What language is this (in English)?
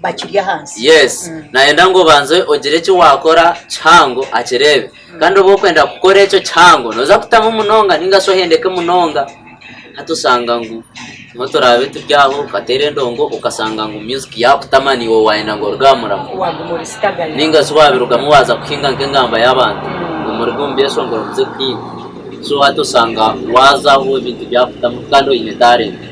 Nyankole